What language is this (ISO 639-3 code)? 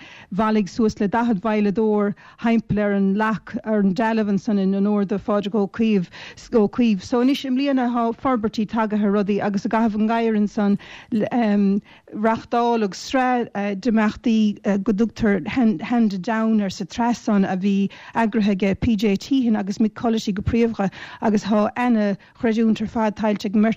gle